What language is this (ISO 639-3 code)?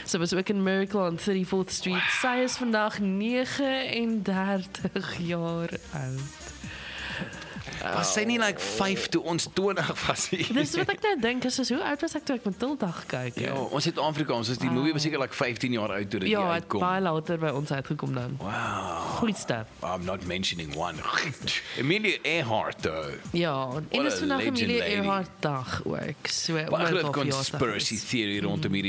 afr